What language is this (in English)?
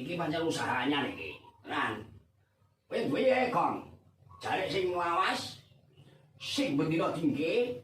Javanese